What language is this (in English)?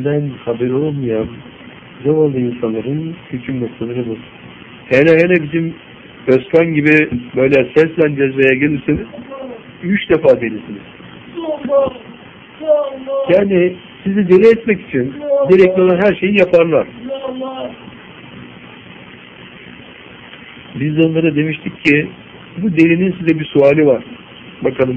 Turkish